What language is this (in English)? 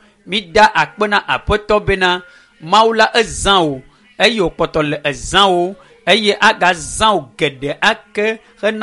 Ewe